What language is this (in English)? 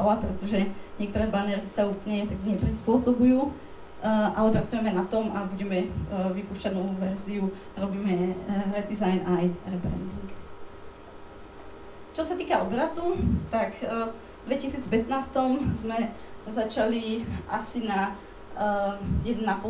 Slovak